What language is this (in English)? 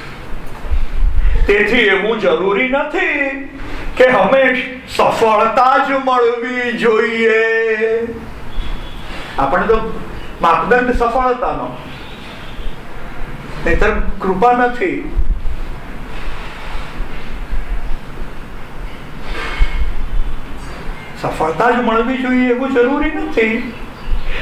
Gujarati